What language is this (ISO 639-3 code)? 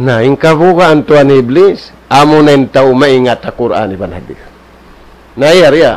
tsg